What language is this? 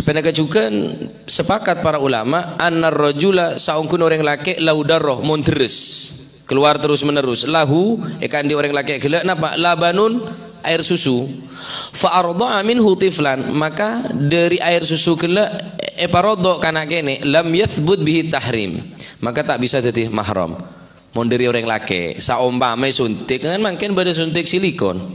Madurese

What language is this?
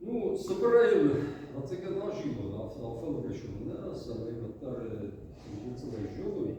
Ossetic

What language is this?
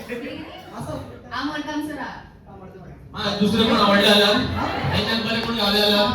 Konkani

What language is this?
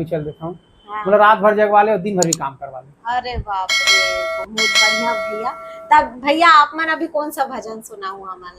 Chhattisgarhi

